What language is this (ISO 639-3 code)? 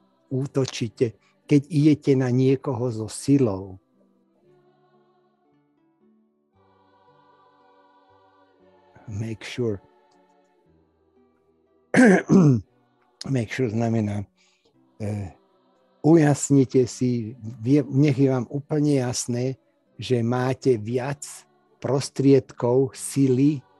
slk